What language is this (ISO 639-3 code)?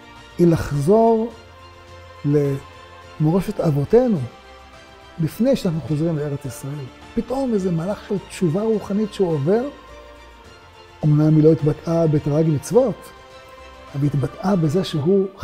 heb